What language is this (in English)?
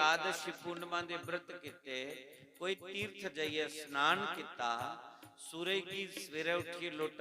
Dogri